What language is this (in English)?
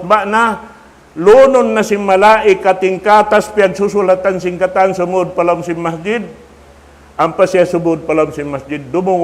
Tausug